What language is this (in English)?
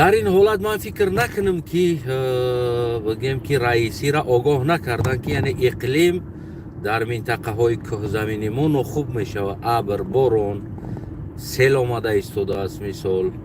Tajik